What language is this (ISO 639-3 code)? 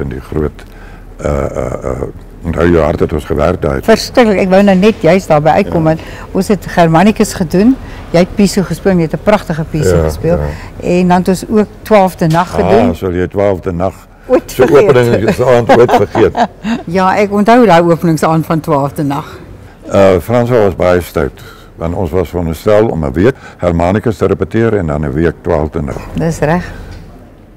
afr